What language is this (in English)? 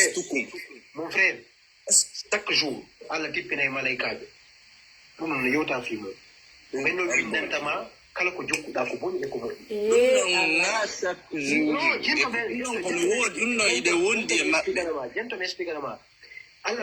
Fula